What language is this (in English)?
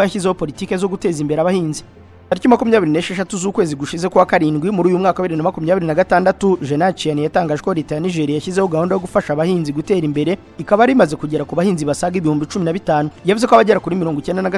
Kinyarwanda